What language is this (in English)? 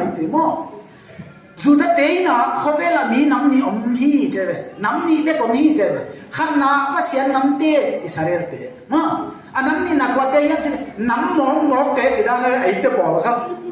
Paite Chin